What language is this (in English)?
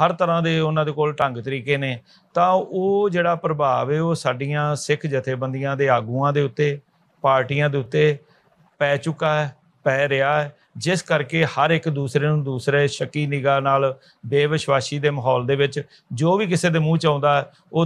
Punjabi